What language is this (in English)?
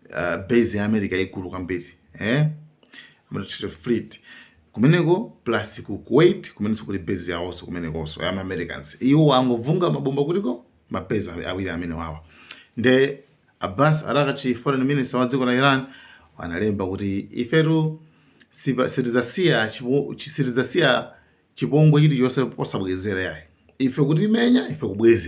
Nyanja